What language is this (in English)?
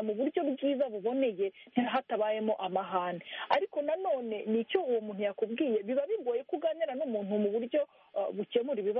Kinyarwanda